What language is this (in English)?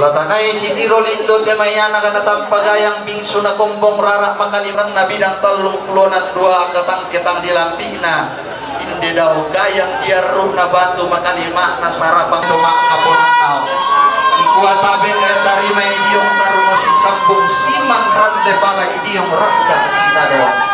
Toraja-Sa'dan